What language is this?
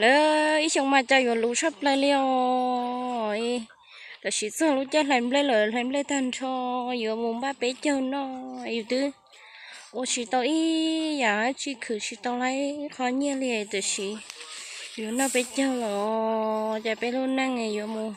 Hmong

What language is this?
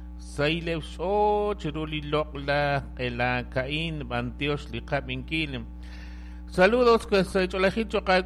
Kekchí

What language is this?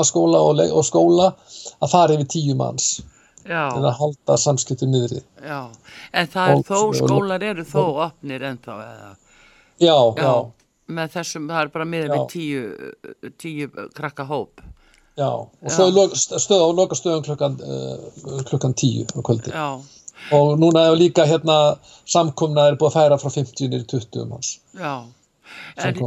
Icelandic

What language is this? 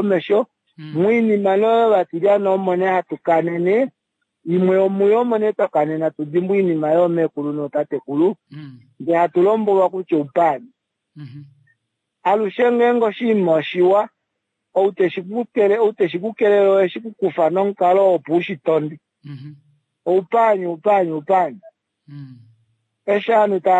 Kuanyama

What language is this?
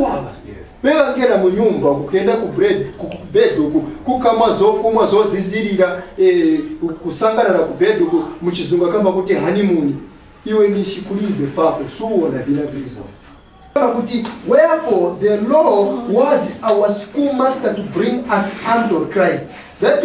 Nyanja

